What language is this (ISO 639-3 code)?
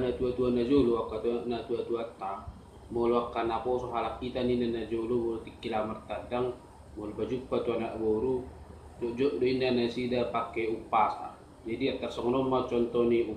bbc